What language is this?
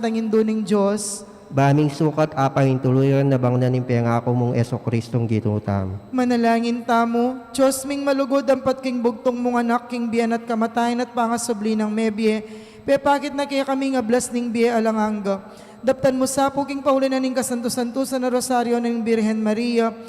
Pampanga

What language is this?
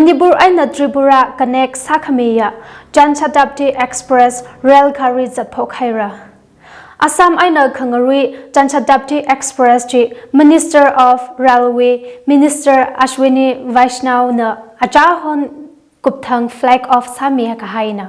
Tangkhul Naga (India)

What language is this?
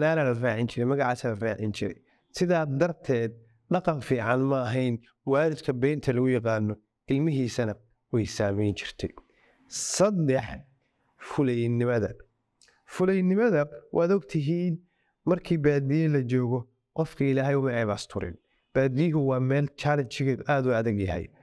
Somali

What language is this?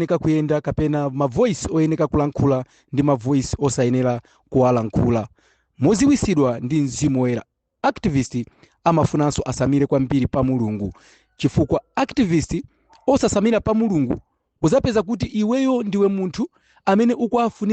Nyanja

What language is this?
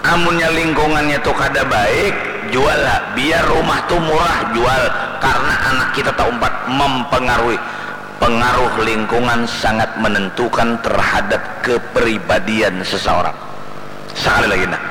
Banjar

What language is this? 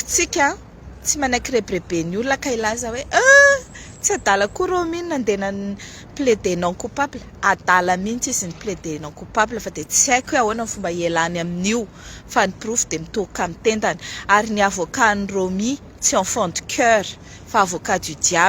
Malagasy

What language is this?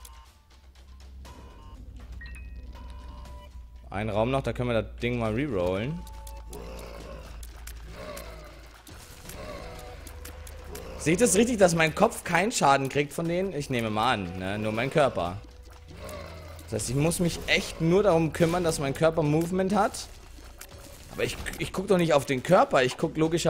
German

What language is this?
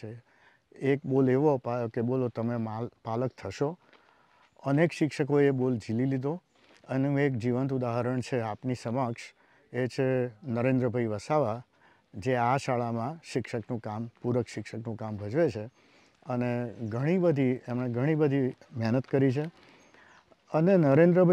Gujarati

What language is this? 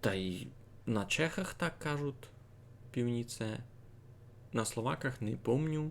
Rusyn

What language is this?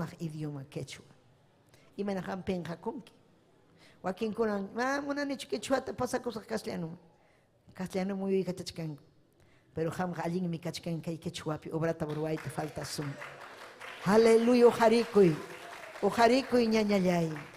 Ayacucho Quechua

